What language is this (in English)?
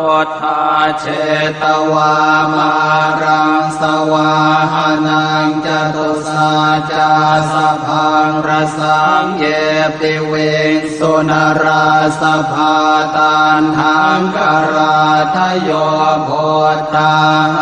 Pali